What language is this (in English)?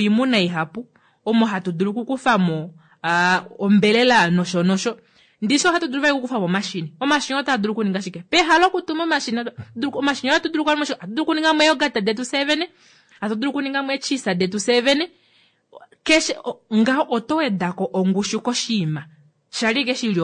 Kuanyama